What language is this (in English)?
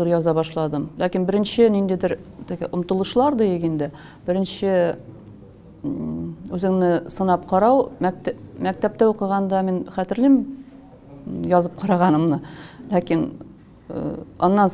Tatar